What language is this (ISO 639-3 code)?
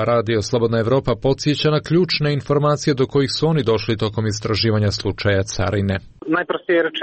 srp